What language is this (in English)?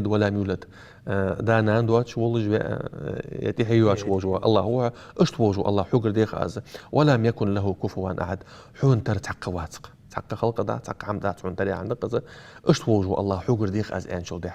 Ingush